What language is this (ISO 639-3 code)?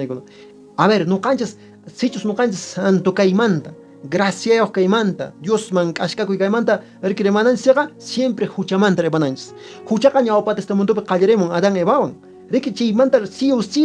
que